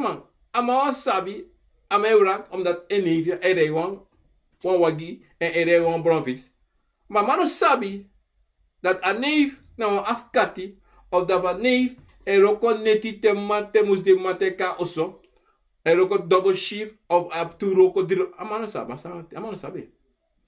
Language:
Sranan Tongo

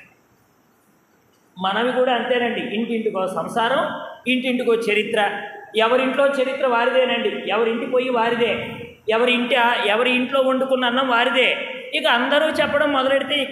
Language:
Telugu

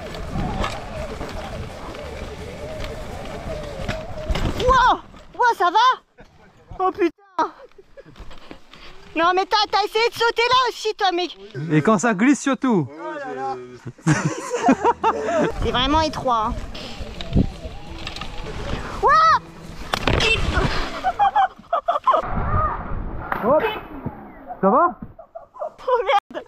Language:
French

